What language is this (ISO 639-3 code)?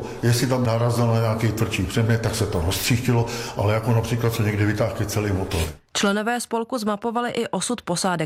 ces